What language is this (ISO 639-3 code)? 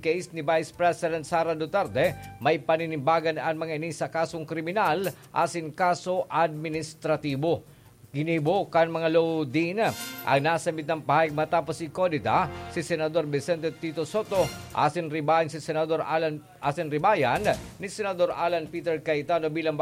bik